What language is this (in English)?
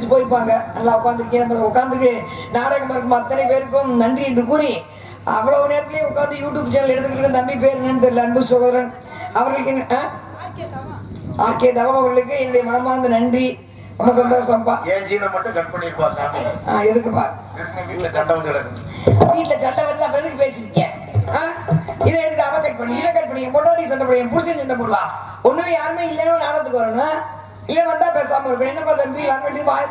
Tamil